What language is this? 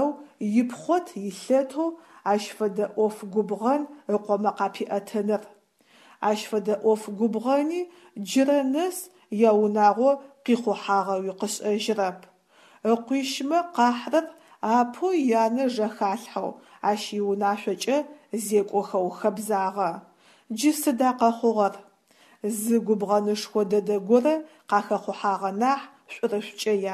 Adyghe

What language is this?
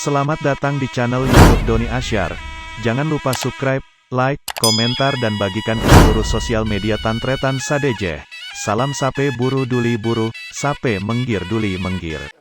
Madurese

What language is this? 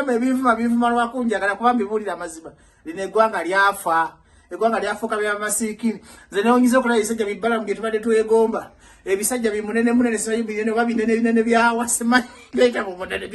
Ganda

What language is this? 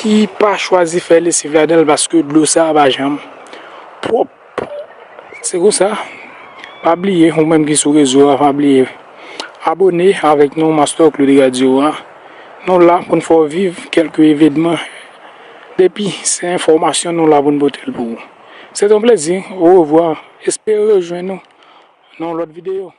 Haitian Creole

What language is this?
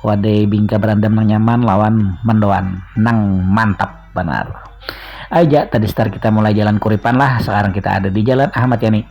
Banjar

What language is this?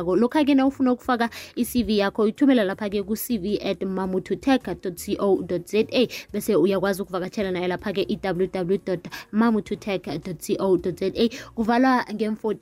South Ndebele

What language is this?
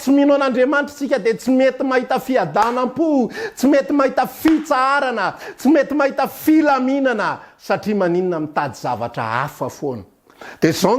Malagasy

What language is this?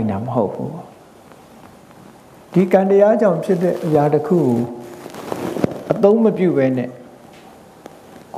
Burmese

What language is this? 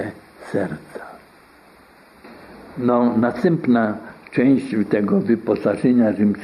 Polish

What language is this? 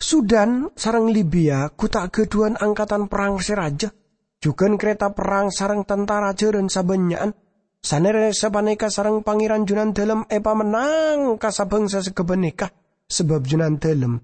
Madurese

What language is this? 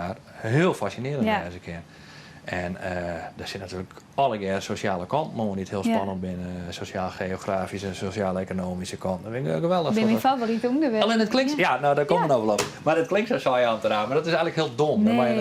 Western Frisian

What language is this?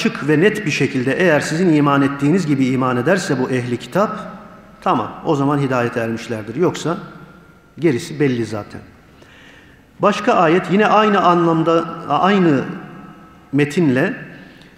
Turkish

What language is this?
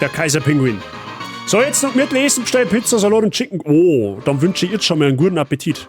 Bavarian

